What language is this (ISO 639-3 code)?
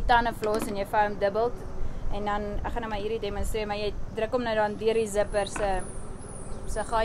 afr